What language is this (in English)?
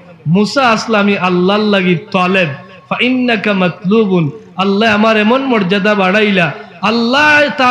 Sylheti